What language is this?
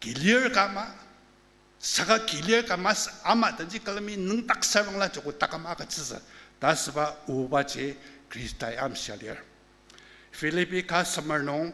Ao Naga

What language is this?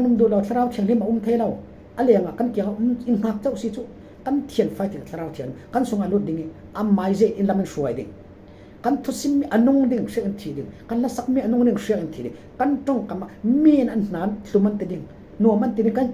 Falam Chin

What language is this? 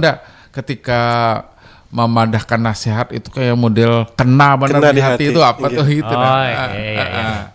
Banjar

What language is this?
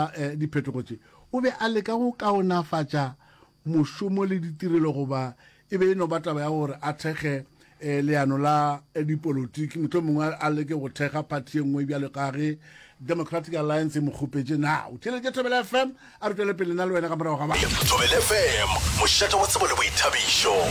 Northern Sotho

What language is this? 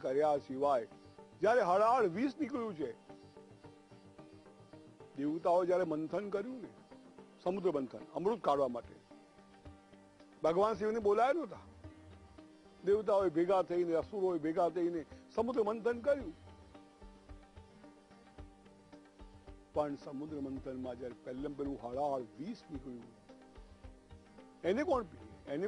Gujarati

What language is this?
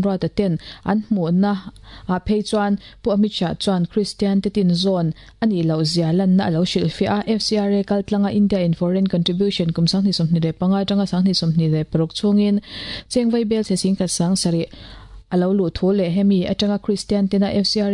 Mizo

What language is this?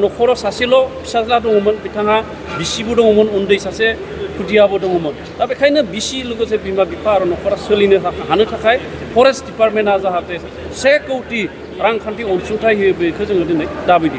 Bodo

